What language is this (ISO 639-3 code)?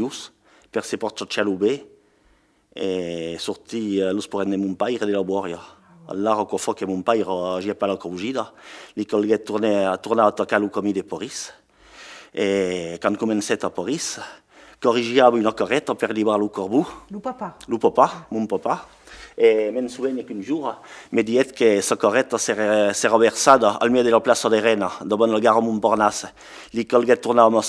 oci